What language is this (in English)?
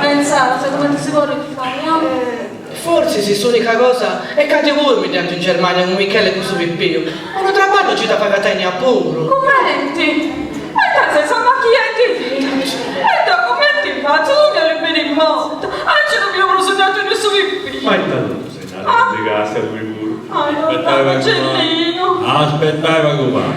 Sardinian